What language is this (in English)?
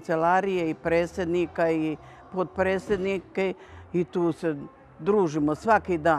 Serbian